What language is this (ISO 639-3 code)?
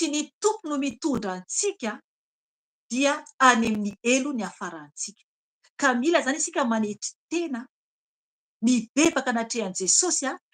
mlg